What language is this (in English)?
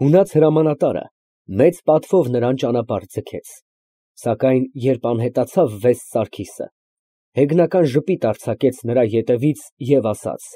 Armenian